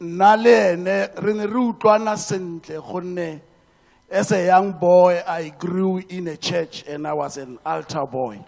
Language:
Tswana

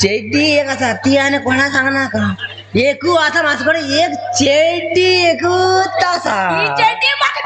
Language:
Konkani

